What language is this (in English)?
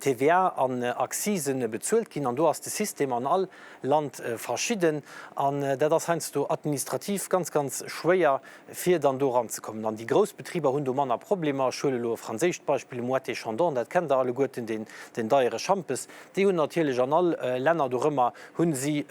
Luxembourgish